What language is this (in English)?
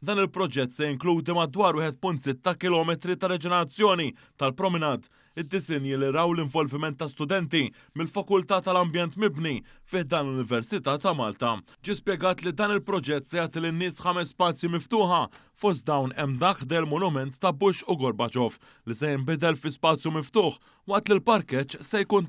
Maltese